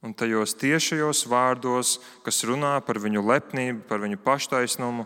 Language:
Latvian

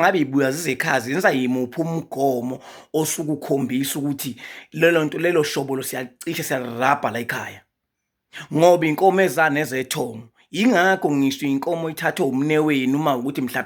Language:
Zulu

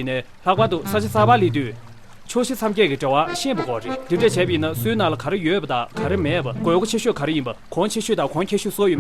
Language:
Tibetan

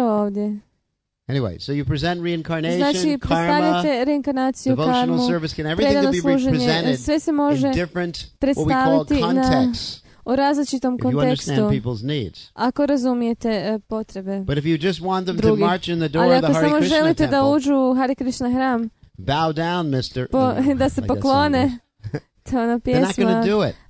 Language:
Croatian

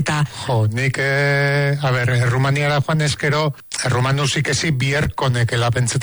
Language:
Basque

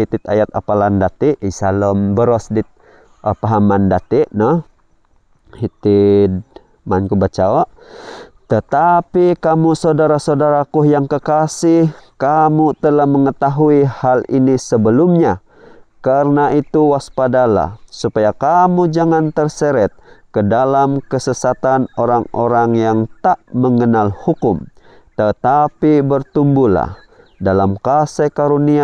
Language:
Central Dusun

